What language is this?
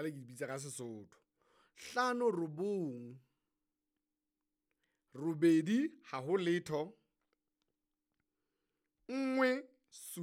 Southern Sotho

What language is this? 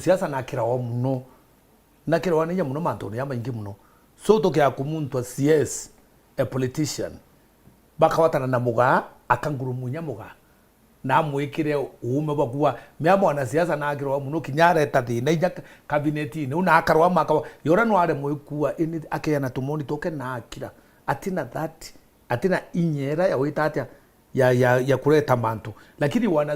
Meru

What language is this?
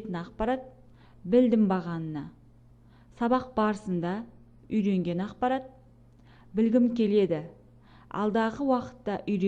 Kazakh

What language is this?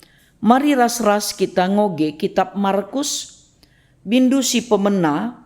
Batak Karo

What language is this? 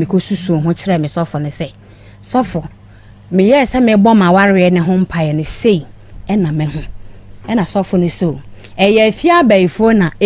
Akan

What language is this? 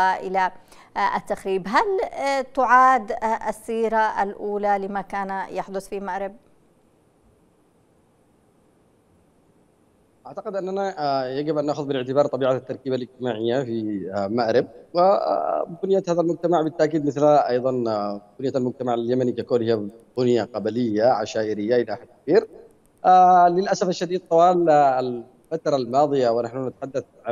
Arabic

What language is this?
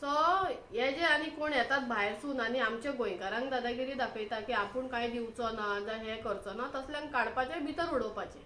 Konkani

